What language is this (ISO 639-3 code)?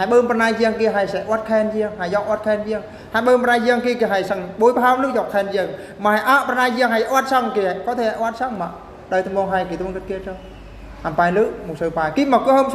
bru